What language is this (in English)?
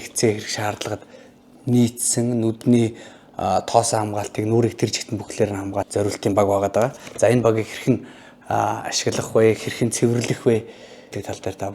Mongolian